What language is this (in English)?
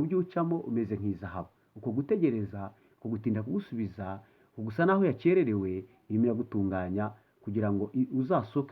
Kinyarwanda